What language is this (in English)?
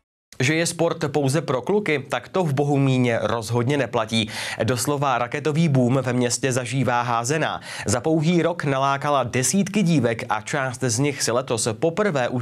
Czech